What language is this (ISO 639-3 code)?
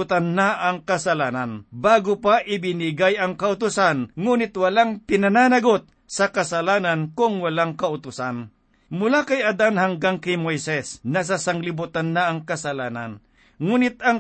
fil